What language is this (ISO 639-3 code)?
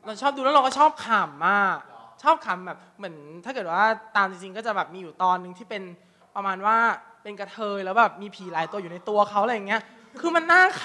tha